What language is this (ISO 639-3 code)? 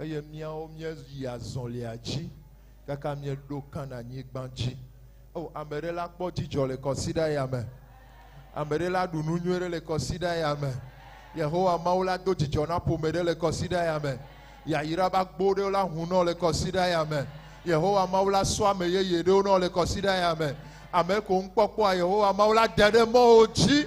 ewe